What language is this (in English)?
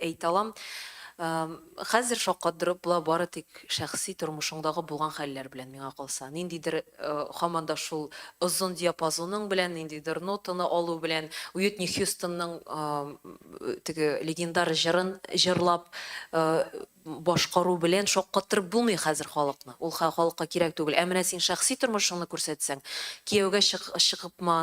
Tatar